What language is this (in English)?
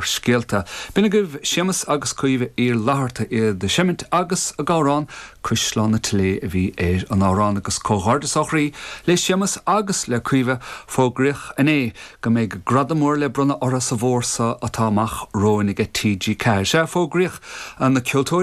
Irish